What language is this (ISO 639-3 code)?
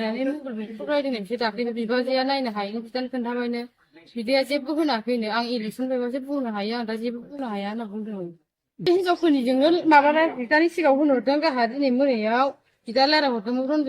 brx